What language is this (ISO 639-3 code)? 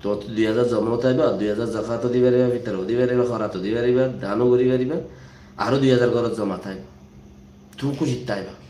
rhg